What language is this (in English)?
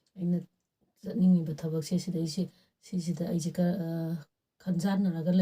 Manipuri